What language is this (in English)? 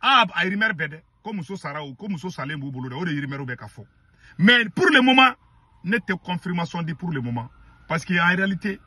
Bambara